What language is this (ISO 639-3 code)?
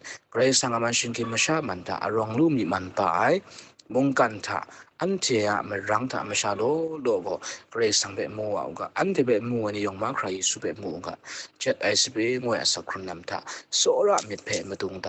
kac